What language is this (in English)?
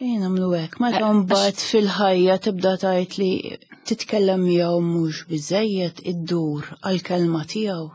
Maltese